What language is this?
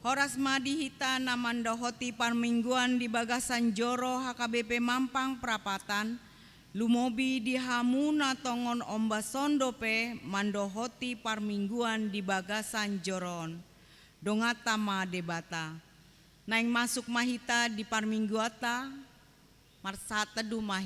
Batak Toba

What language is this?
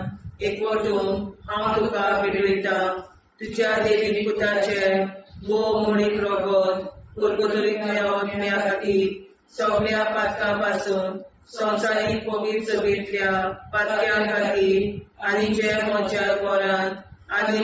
Konkani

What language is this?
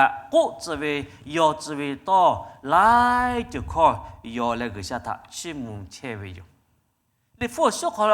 Lahu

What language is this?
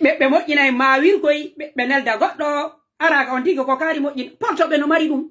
Pular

